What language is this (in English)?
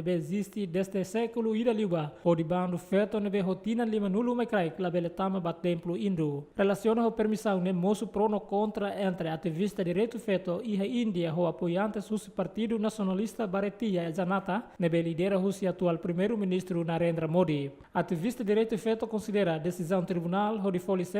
Tetum